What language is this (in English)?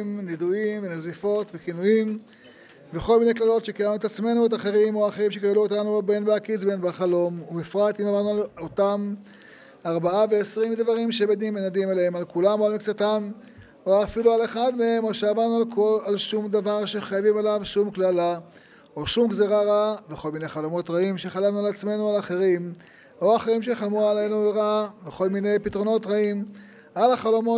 Hebrew